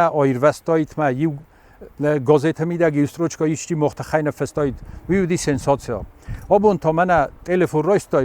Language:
Ossetic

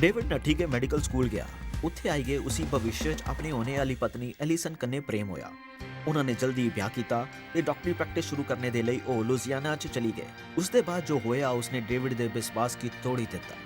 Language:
Dogri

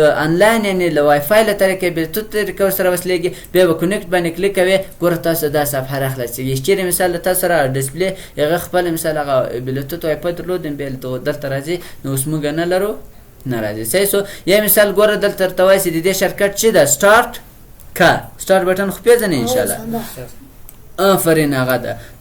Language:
Pashto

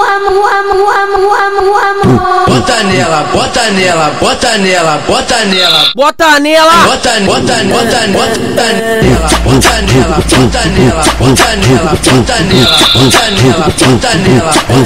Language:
Portuguese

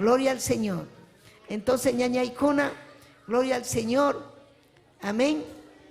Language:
Ayacucho Quechua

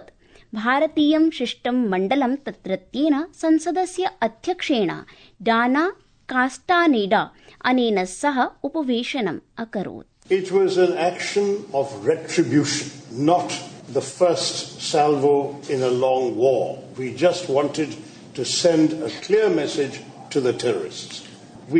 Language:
Sanskrit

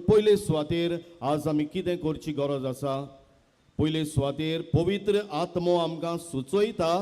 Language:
Konkani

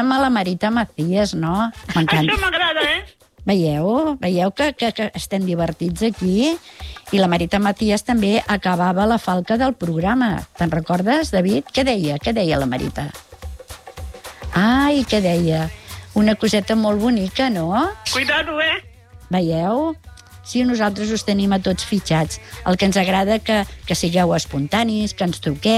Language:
Catalan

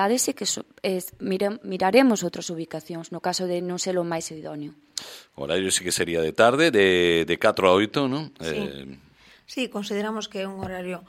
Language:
Galician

